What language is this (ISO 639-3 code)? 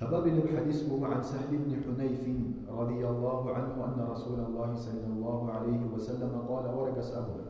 ava